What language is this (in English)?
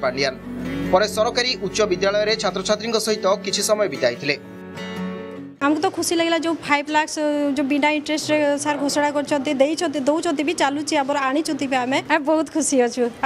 Odia